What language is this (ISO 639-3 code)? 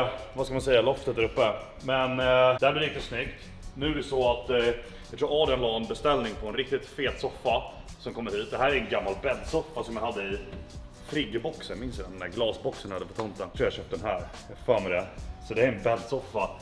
swe